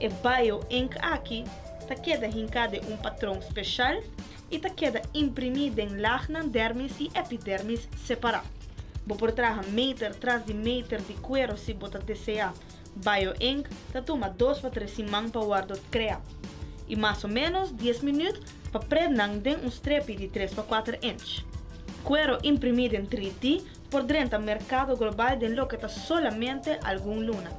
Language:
Papiamento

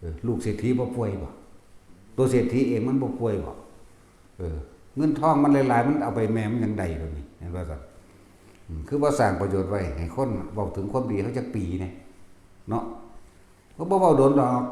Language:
Northeastern Thai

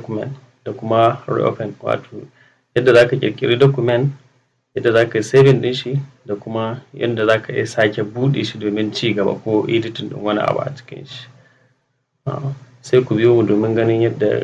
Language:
Hausa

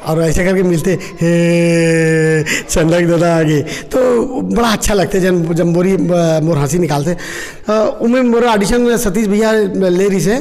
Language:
Chhattisgarhi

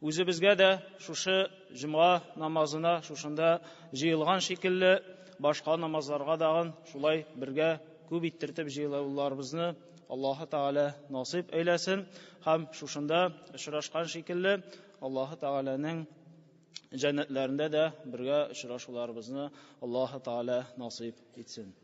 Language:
Tatar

